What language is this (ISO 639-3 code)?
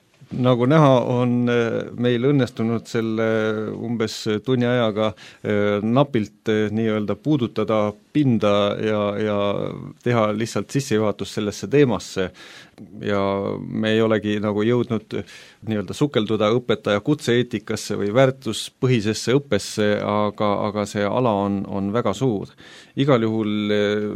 est